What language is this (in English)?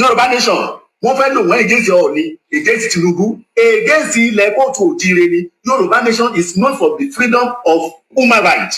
Yoruba